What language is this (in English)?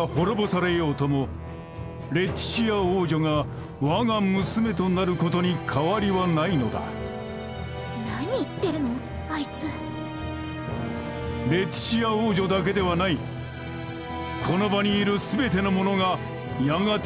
Japanese